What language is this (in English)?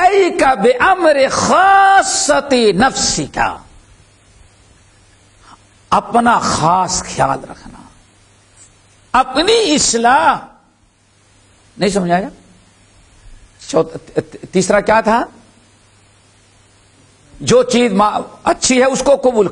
Urdu